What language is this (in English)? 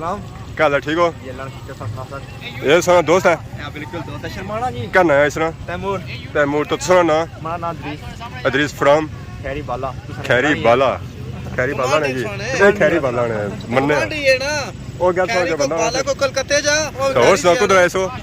Pahari-Potwari